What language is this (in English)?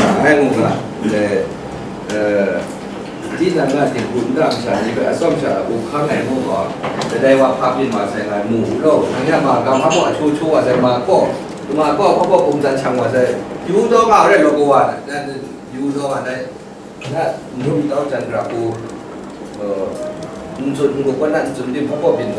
Kachin